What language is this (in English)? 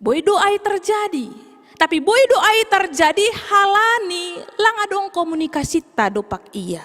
Batak Simalungun